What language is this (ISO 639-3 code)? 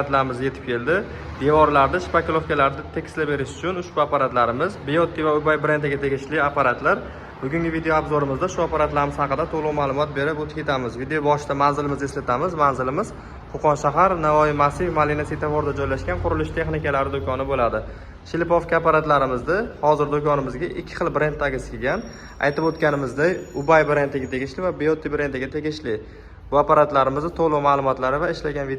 uzb